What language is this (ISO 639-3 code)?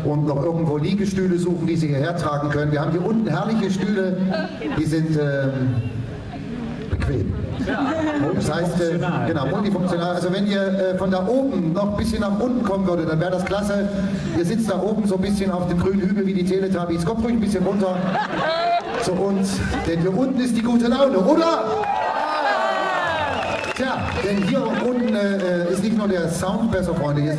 deu